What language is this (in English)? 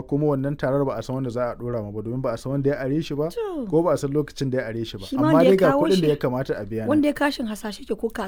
Hausa